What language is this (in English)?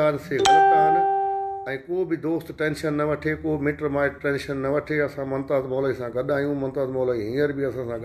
Sindhi